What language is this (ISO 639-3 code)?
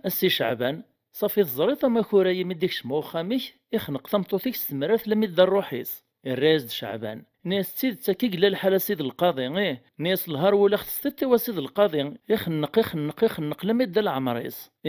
kab